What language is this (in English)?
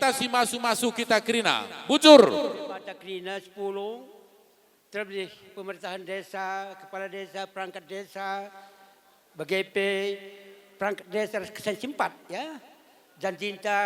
Batak Karo